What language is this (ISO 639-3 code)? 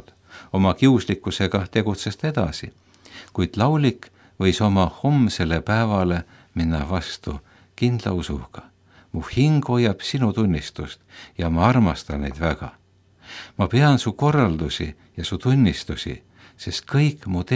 est